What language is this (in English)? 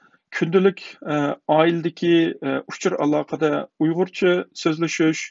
Uyghur